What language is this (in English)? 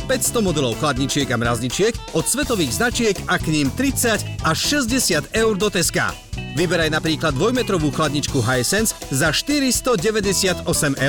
Slovak